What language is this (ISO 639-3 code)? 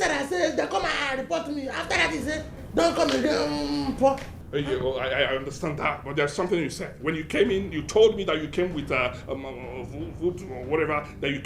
pcm